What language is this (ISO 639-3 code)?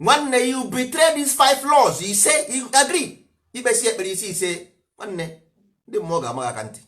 ibo